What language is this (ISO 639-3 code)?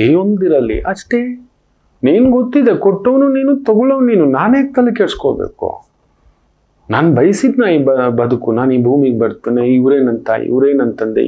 kan